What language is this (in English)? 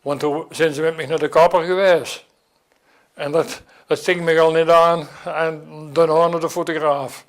Limburgish